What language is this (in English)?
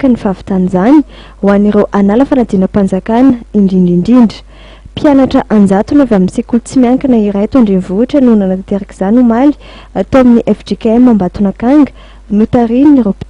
Malagasy